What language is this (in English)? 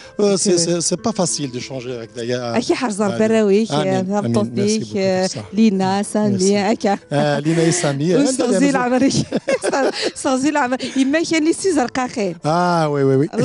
Kabyle